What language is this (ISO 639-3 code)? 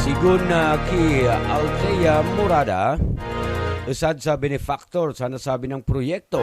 ubl